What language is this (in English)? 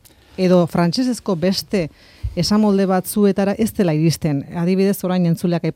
Basque